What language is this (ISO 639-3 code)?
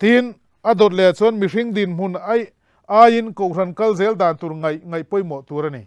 lus